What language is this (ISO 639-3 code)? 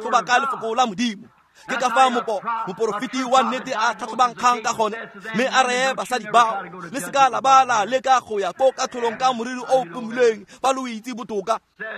tsn